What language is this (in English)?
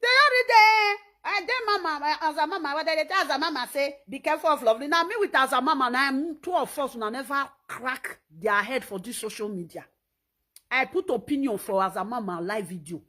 Nigerian Pidgin